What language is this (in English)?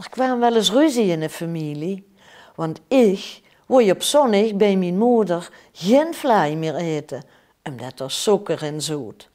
Limburgish